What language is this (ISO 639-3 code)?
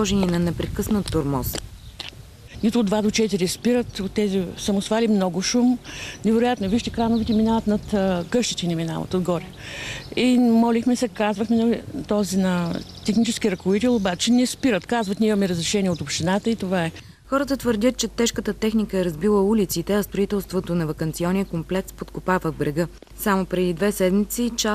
bul